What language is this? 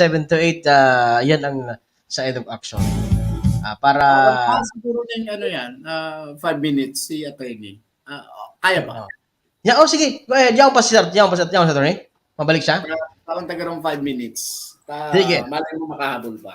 Bikol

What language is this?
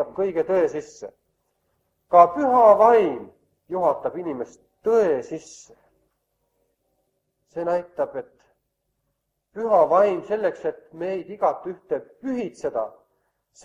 Estonian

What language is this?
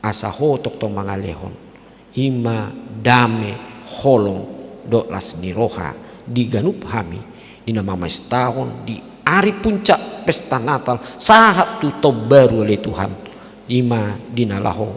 Batak Toba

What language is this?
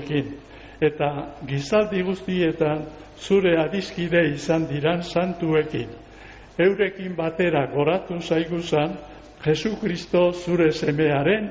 Basque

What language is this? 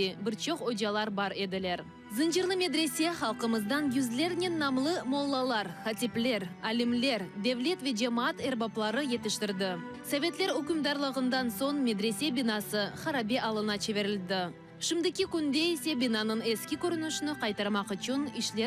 Crimean Tatar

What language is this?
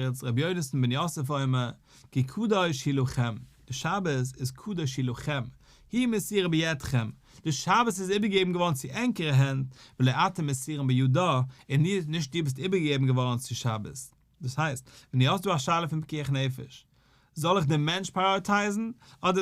Yiddish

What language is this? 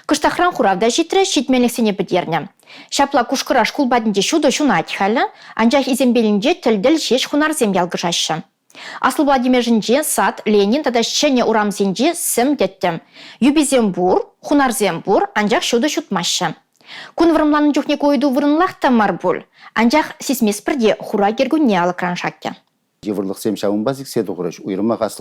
Chuvash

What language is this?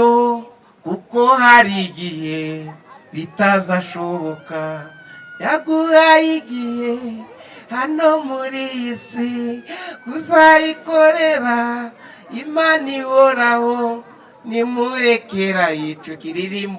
Kinyarwanda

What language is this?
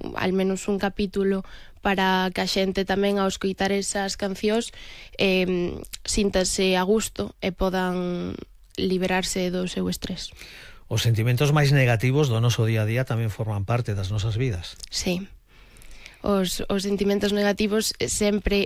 Galician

